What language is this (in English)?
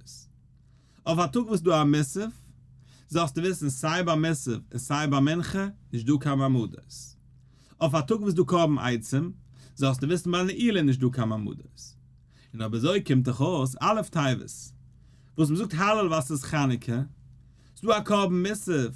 Yiddish